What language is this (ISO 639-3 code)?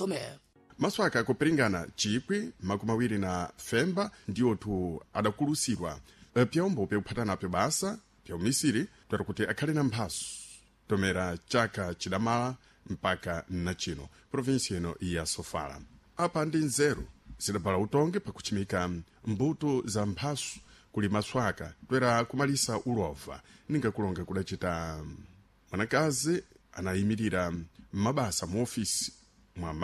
seh